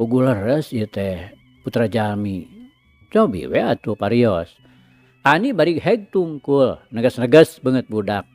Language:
Sundanese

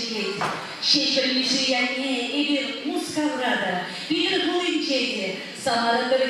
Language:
Chuvash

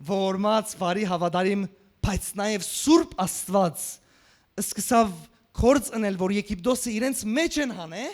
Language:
Western Armenian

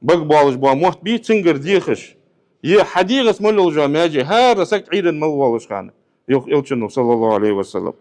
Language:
Ingush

